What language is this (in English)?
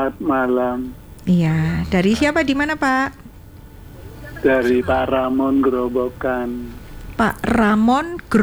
Indonesian